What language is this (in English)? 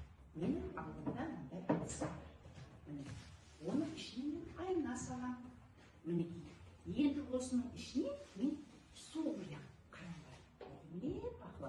Kazakh